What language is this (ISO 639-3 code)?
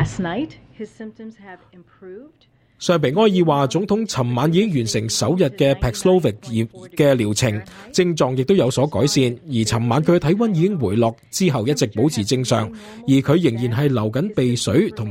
yue